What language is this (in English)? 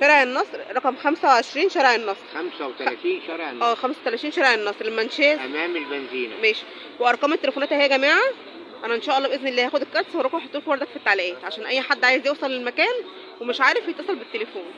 Egyptian Arabic